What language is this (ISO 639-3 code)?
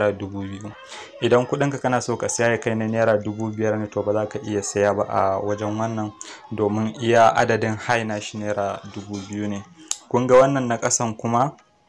hau